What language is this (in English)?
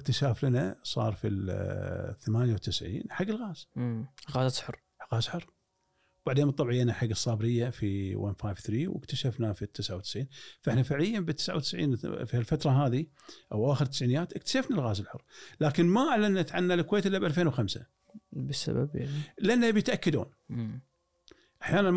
Gulf Arabic